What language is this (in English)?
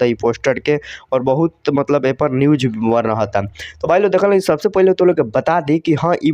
Bhojpuri